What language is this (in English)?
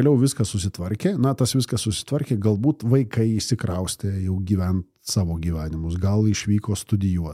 Lithuanian